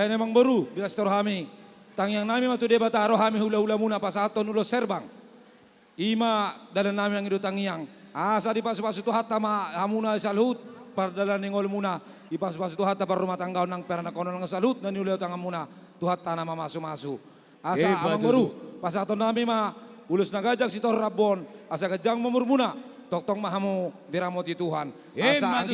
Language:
Batak Toba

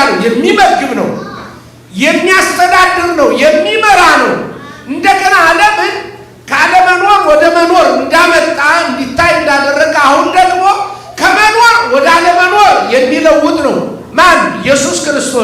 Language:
Amharic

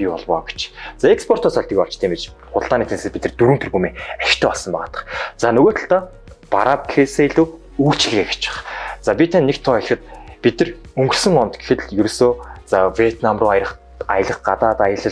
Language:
Mongolian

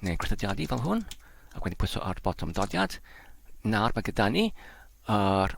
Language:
Welsh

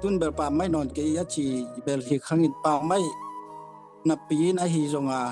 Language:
Tedim Chin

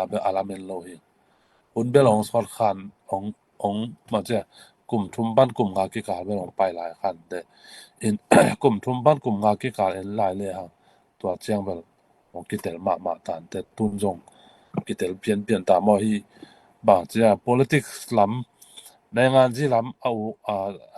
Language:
Tedim Chin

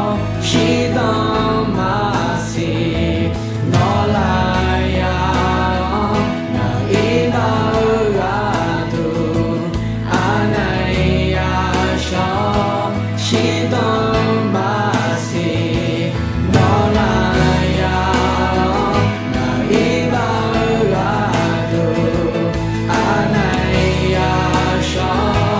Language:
Akha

